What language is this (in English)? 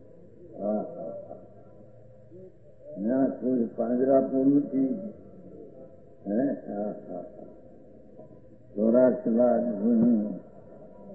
Gujarati